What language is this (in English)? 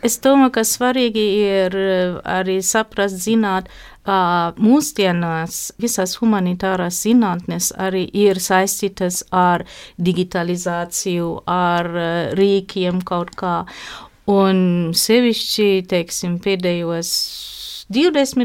Latvian